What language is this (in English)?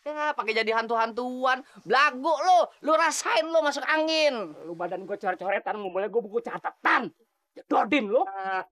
Betawi